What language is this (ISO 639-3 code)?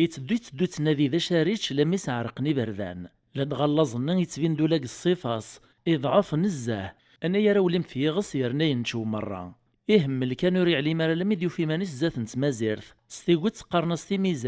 kab